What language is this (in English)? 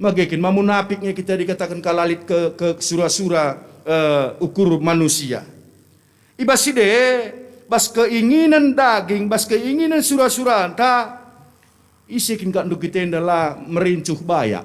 Batak Karo